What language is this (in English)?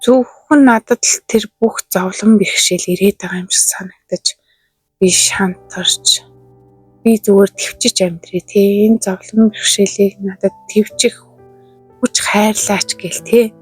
Mongolian